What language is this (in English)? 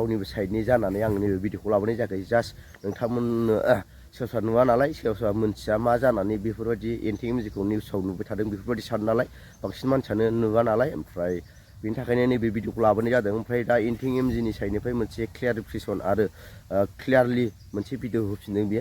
Bodo